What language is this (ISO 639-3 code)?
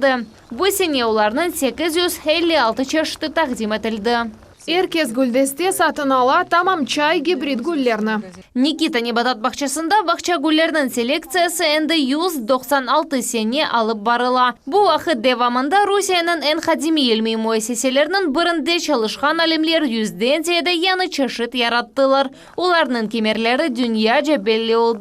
crh